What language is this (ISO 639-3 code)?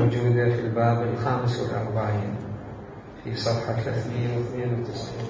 acm